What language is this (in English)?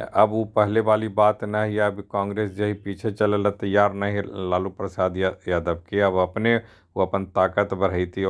Magahi